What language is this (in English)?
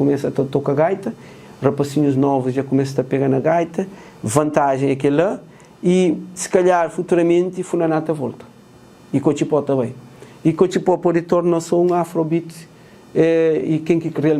Kabuverdianu